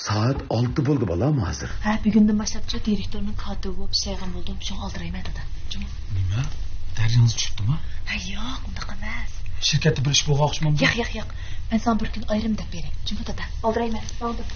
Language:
Uyghur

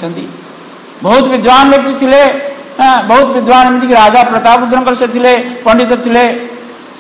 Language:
Odia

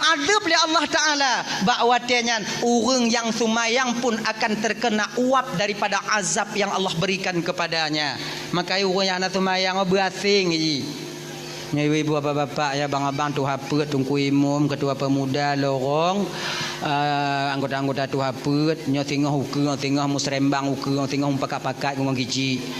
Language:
Achinese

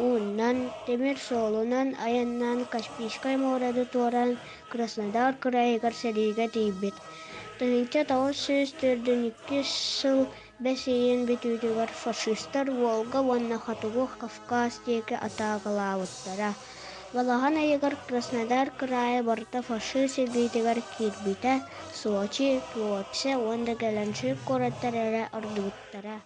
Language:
Yakut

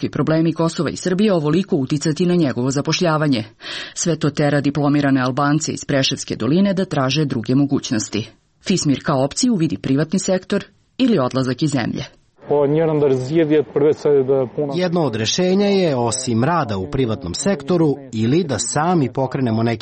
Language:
Serbian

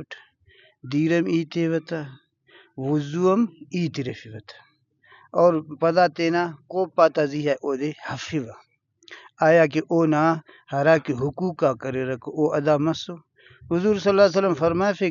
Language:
Brahui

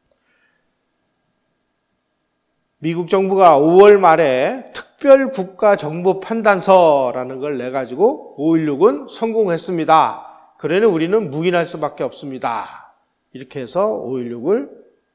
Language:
Korean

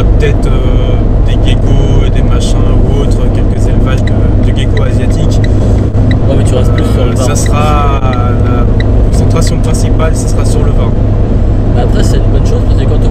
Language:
French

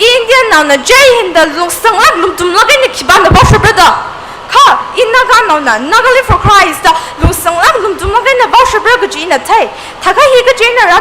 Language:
Tangkhul Naga (India)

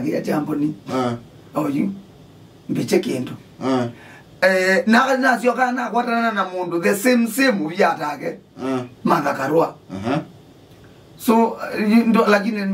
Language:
Kamba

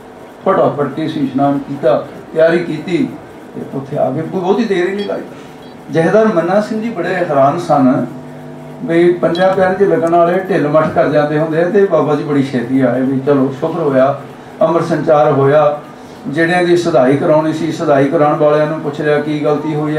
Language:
Punjabi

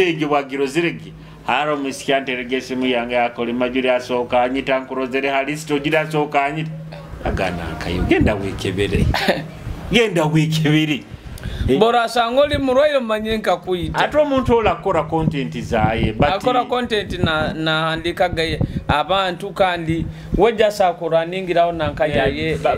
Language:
Nyoro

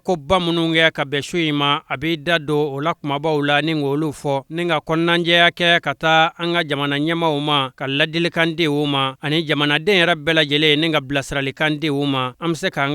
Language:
Bambara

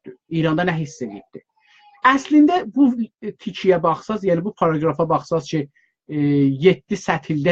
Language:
South Azerbaijani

